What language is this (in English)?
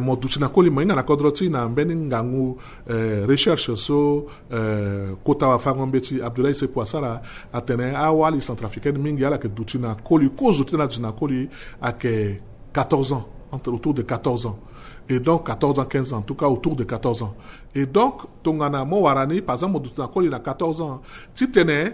Sango